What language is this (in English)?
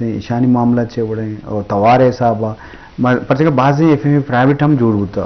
Eastern Balochi